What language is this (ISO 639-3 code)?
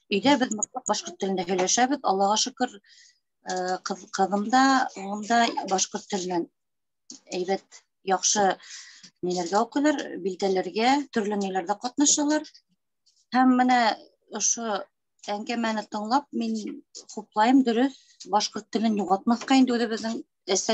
bak